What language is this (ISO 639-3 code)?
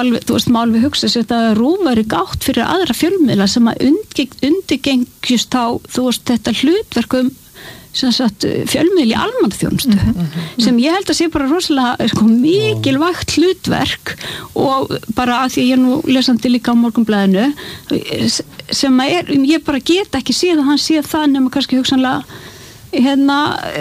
isl